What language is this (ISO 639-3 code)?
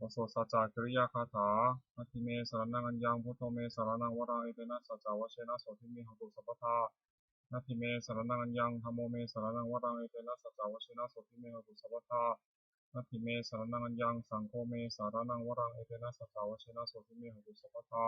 pli